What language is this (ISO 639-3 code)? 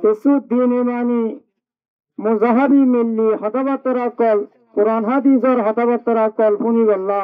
rhg